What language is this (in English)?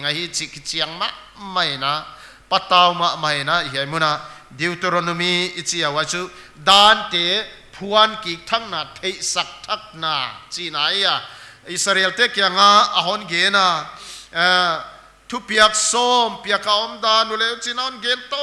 Paite Chin